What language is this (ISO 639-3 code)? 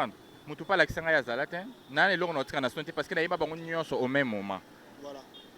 lin